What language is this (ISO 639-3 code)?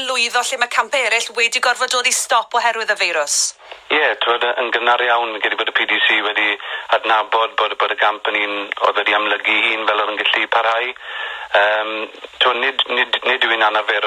cym